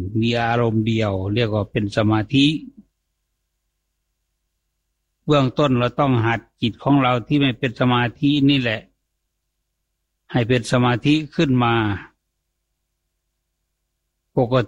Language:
Thai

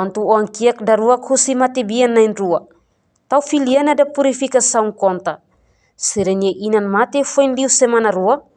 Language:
Tetum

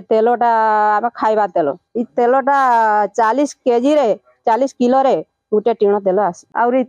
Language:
Odia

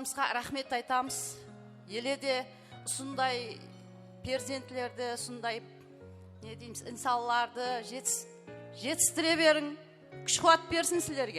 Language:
Kara-Kalpak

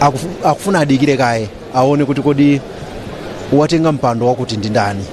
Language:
Nyanja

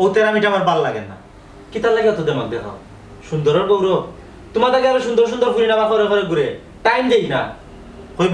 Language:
Sylheti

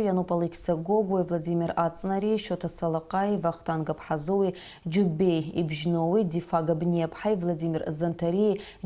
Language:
Abkhazian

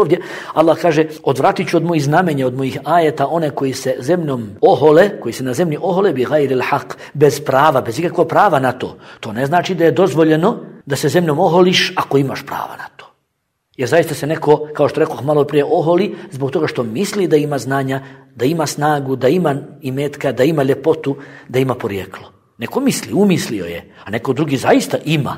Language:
Bosnian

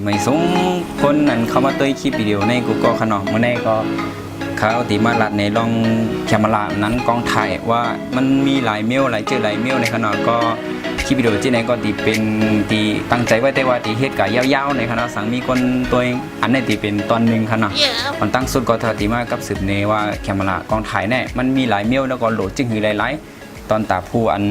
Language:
Shan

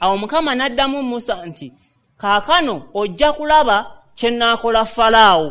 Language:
Ganda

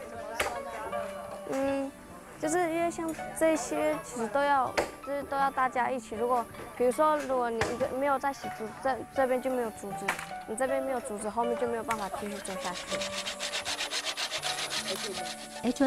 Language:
Chinese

